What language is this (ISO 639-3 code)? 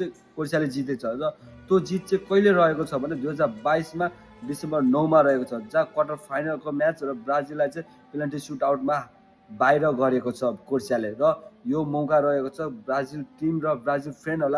nep